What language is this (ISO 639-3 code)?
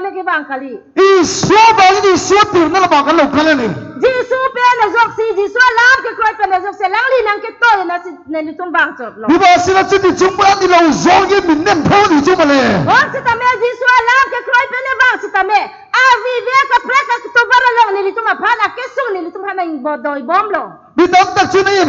mjw